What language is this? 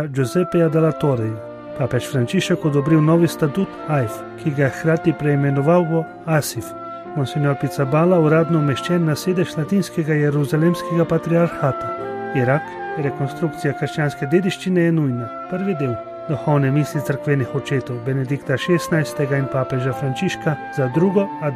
Slovenian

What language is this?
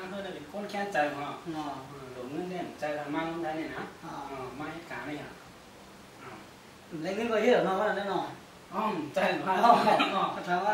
Shan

